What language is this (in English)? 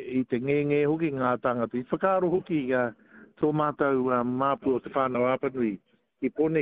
Māori